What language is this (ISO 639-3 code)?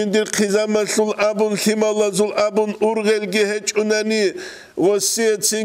ava